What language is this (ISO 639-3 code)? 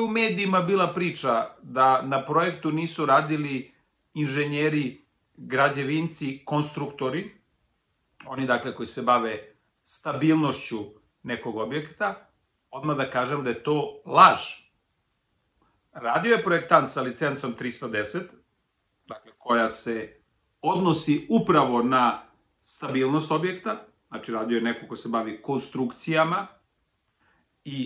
srp